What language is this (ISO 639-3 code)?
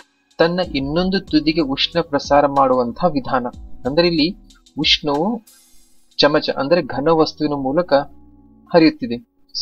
kan